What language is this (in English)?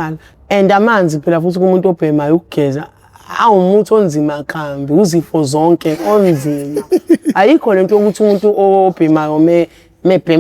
Zulu